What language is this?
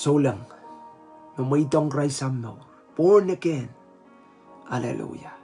Pohnpeian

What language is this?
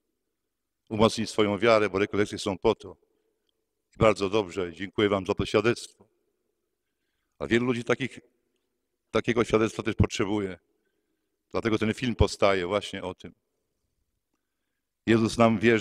Polish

